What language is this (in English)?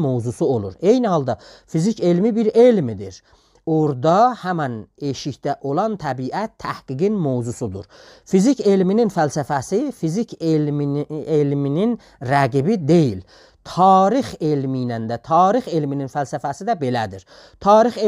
South Azerbaijani